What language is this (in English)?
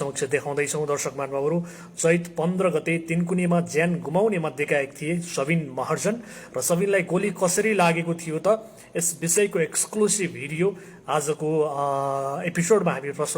Nepali